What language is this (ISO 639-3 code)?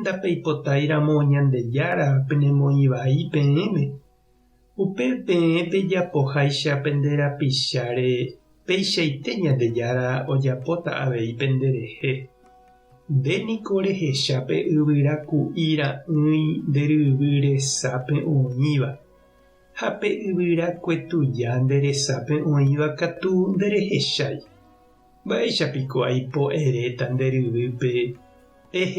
grn